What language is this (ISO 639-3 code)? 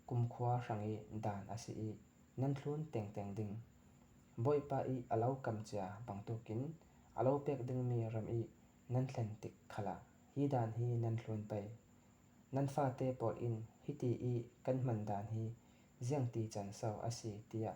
cfm